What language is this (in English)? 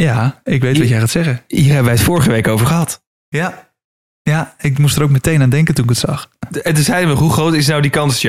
Dutch